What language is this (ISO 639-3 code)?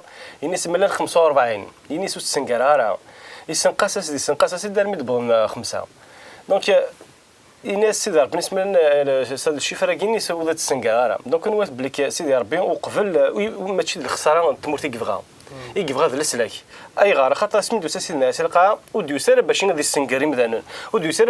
kab